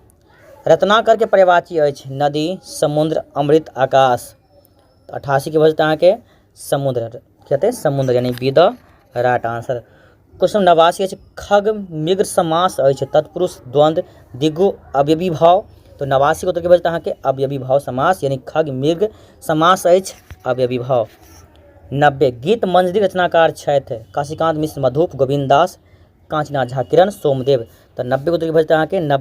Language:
Maithili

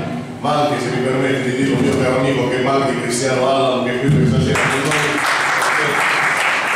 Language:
Italian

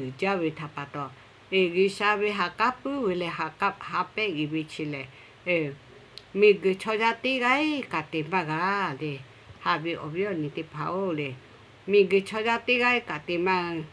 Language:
Lahu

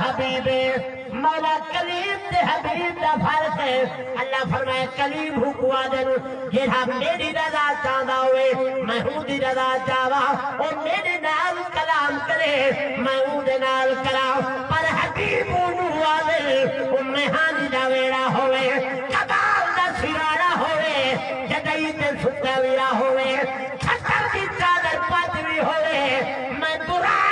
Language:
Saraiki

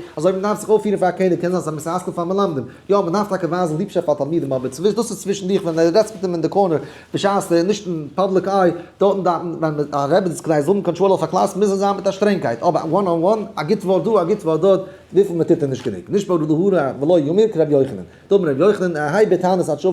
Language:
Yiddish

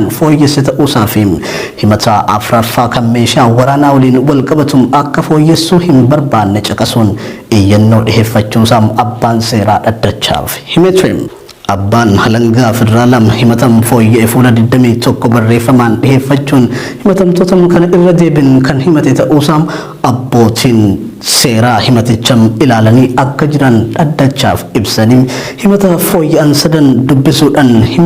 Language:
Oromo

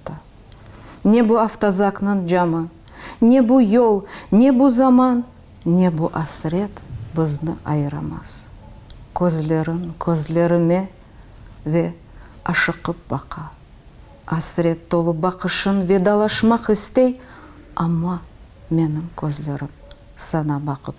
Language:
Crimean Tatar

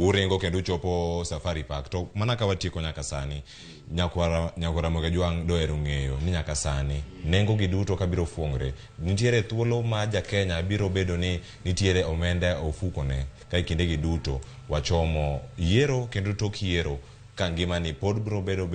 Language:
Luo (Kenya and Tanzania)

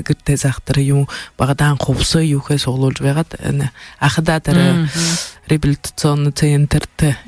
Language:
Buriat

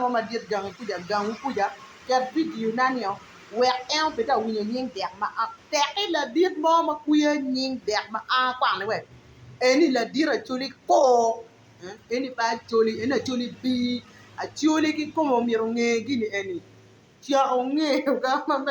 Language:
Acoli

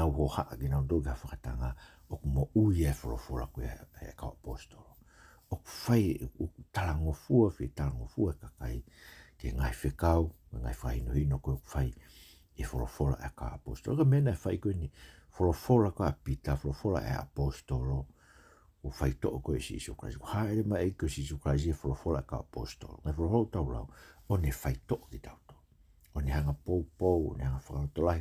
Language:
Tongan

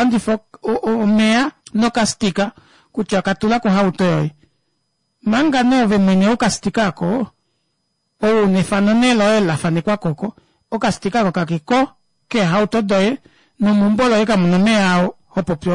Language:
Kuanyama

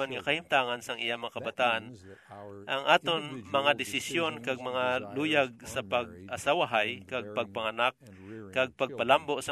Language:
Hiligaynon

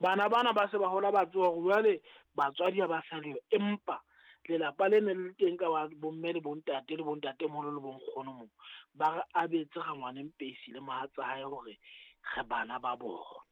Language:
Southern Sotho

